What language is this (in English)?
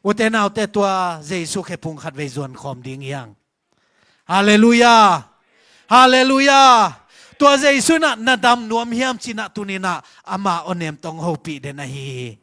Tedim Chin